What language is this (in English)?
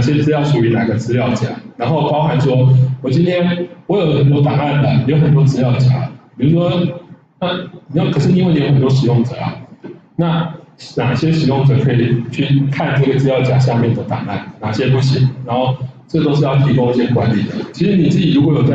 Chinese